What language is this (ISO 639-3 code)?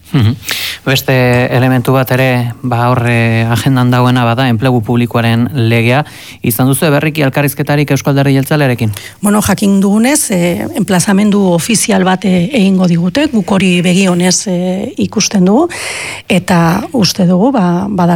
eus